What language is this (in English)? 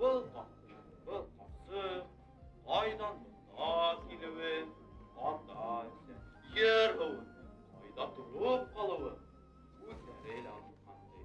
Bashkir